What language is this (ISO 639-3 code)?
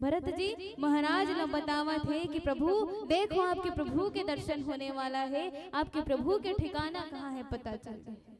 hne